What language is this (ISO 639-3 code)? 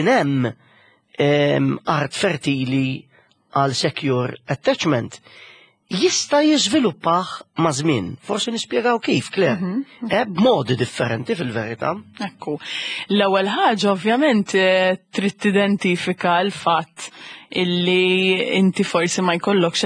mlt